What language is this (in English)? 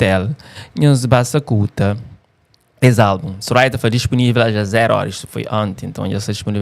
Kabuverdianu